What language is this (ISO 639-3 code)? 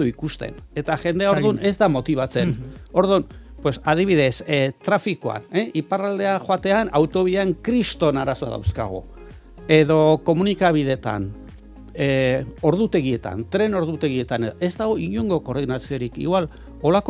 eus